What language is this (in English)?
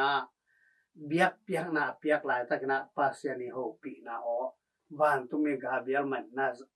Tedim Chin